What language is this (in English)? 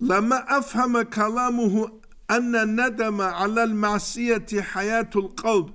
Avaric